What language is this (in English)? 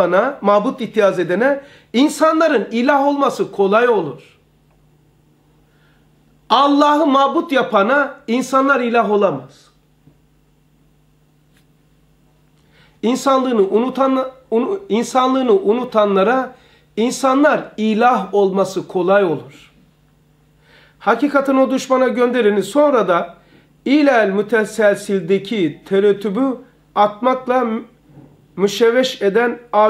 Turkish